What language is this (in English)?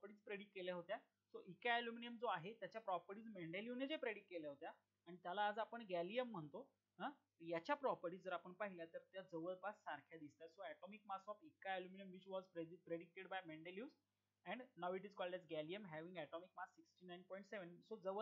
Marathi